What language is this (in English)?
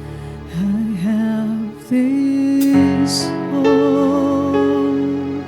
Waray